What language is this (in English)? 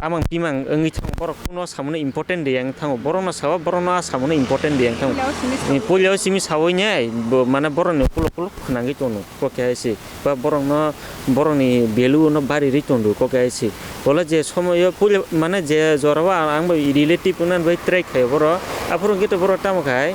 Kok Borok